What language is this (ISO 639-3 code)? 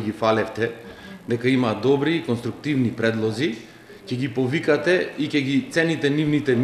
mkd